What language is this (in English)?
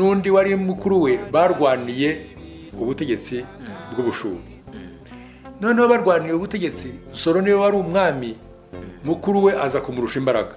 Kinyarwanda